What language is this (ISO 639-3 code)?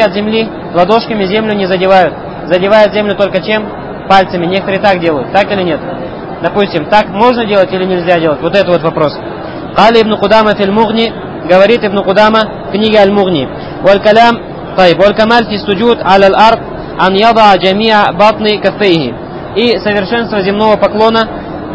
rus